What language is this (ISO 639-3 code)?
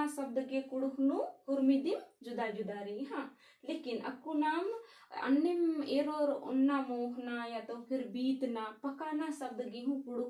kru